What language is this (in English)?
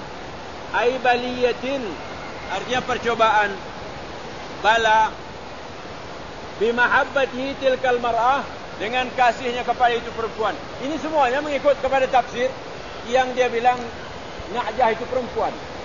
Malay